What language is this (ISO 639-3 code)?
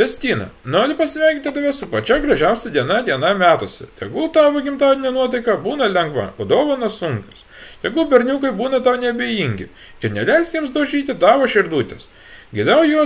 lit